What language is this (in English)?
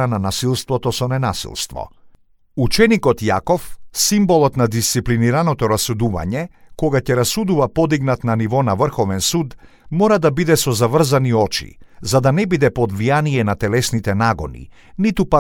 Macedonian